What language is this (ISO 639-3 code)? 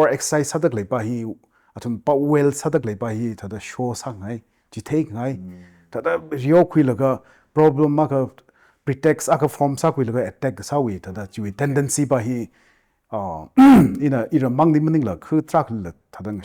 nmf